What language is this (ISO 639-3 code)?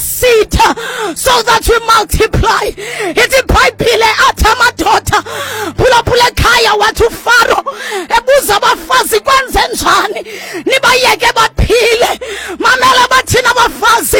xho